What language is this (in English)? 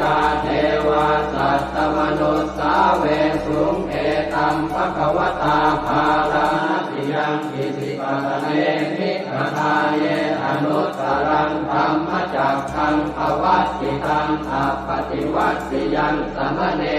Pali